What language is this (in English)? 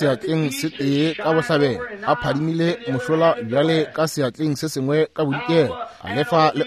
Northern Sotho